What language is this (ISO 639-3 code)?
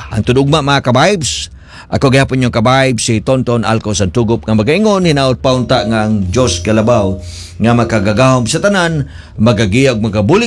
ceb